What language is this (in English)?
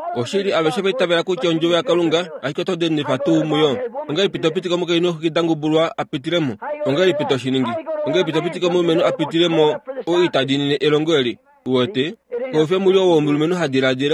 Kuanyama